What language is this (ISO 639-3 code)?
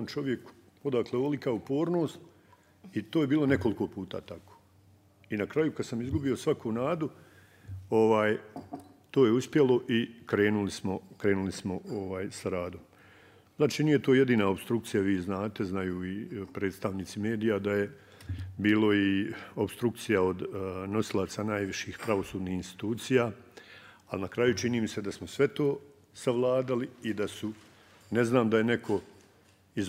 bos